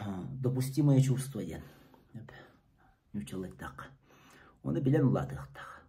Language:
Yakut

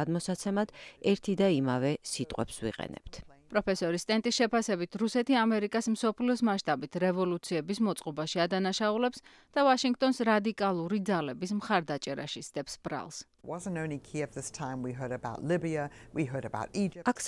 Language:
Georgian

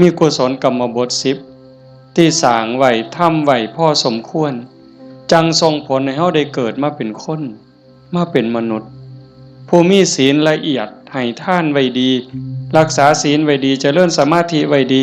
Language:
Northeastern Thai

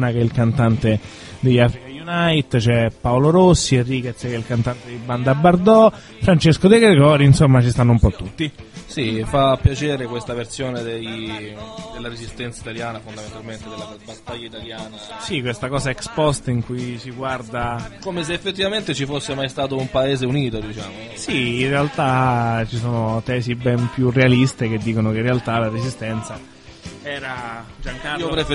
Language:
Italian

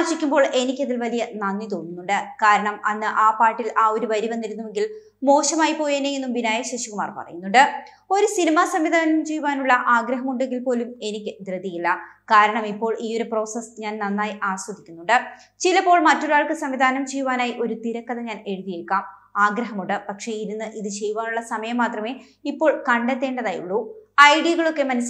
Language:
Malayalam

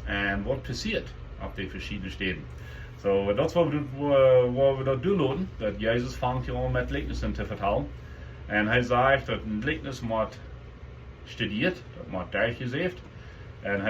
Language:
Plautdietsch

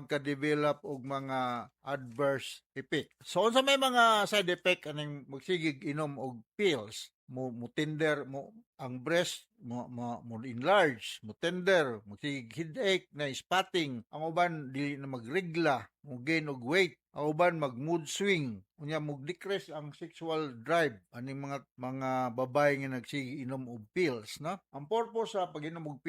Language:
Cebuano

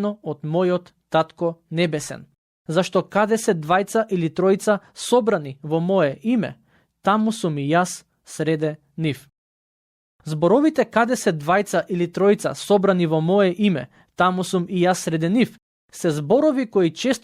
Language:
Macedonian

